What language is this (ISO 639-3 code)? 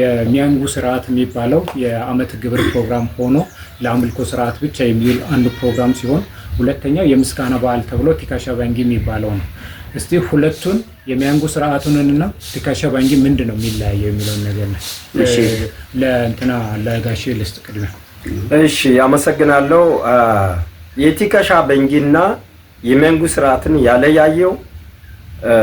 amh